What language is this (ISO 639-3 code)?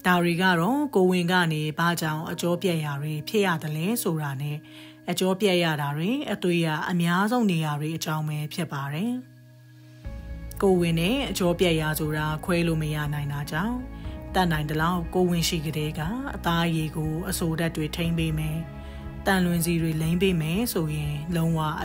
mya